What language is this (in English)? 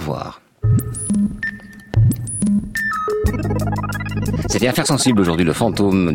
French